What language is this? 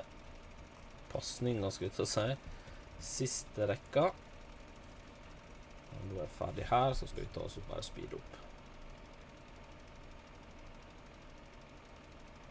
Norwegian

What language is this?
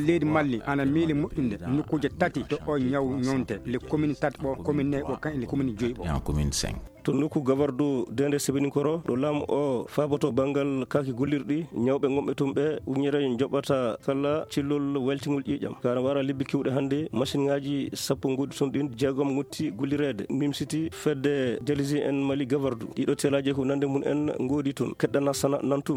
Fula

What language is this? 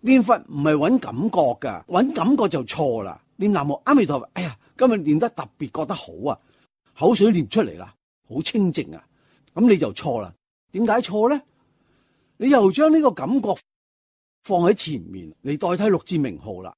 Cantonese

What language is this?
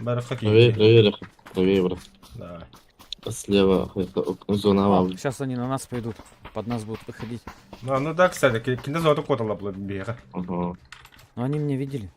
Yakut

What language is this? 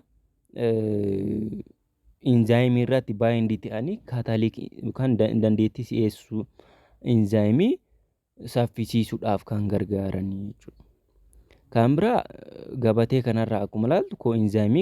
Oromo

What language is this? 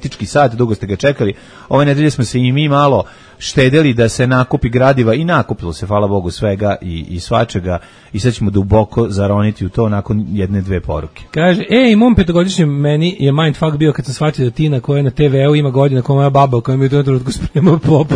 Serbian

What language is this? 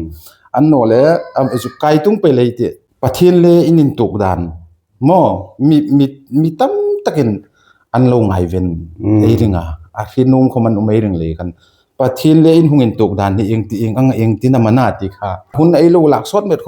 Hmar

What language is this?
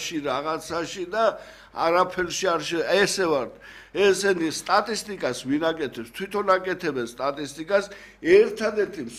Georgian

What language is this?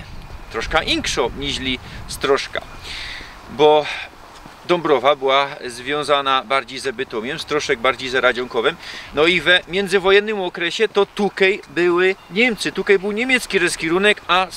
Silesian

